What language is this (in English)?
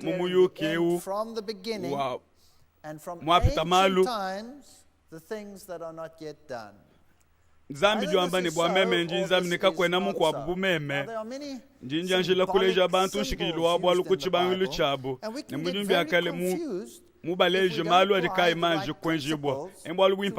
Luba-Lulua